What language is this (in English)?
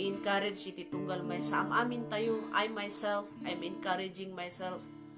Iloko